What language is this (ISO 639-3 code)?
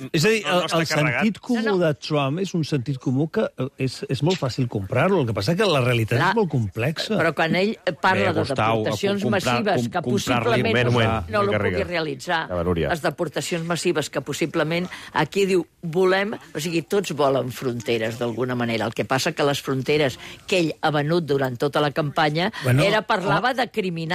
cat